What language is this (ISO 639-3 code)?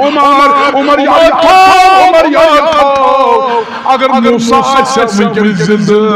kas